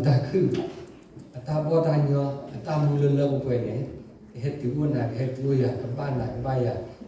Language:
S'gaw Karen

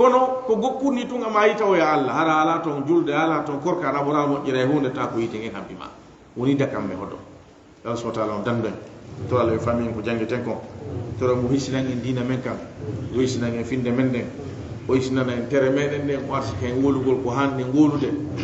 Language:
Fula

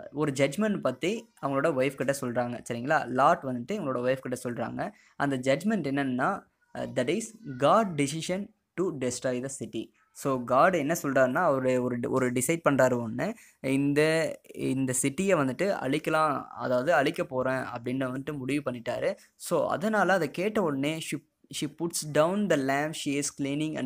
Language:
Tamil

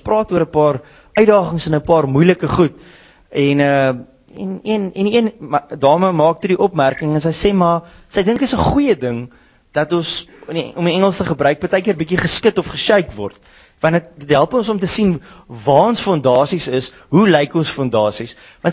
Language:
Afrikaans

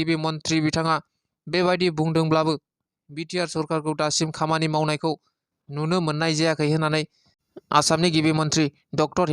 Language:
Bodo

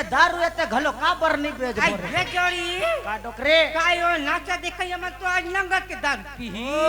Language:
Chhattisgarhi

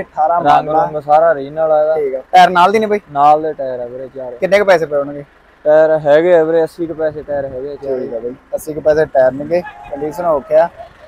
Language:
Punjabi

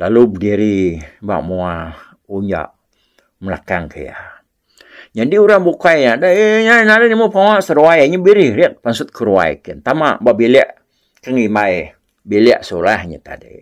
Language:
Iban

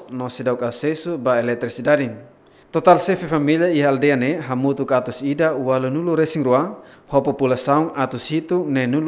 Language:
Tetum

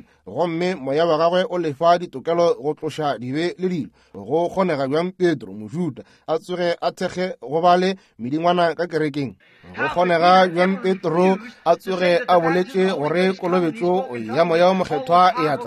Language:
Northern Sotho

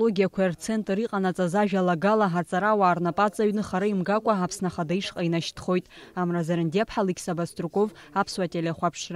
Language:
Abkhazian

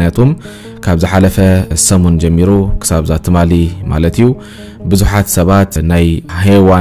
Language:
Tigrinya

